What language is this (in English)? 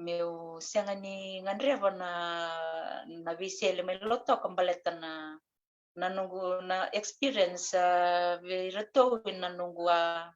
Fijian